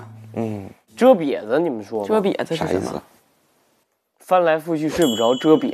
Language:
Chinese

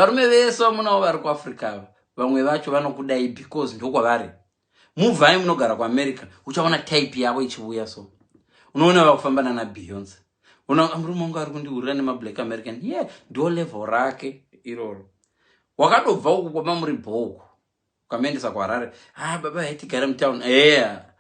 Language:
Shona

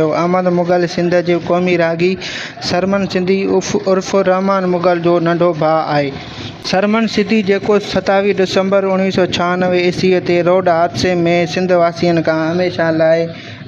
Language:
Sindhi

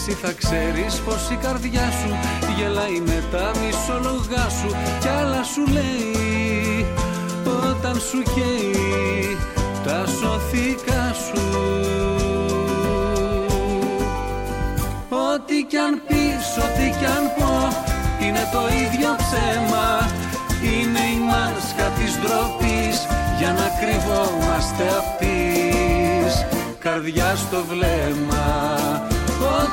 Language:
Greek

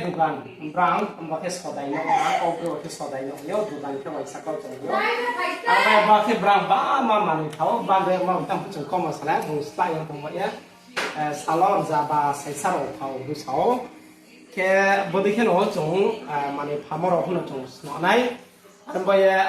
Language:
Riang (India)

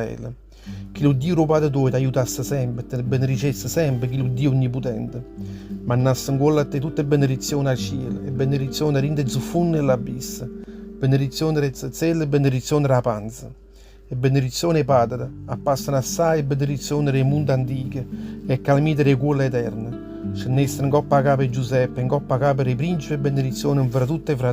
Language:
Neapolitan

